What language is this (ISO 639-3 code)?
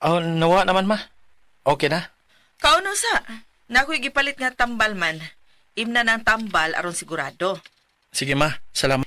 ceb